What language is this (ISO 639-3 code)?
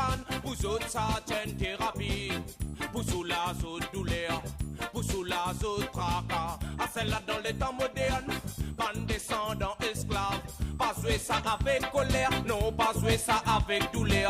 mfe